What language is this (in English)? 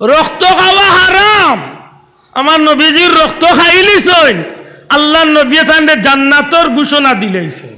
Sylheti